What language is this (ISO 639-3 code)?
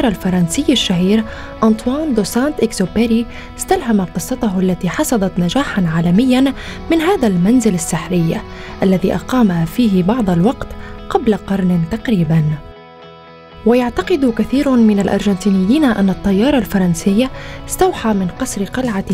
ara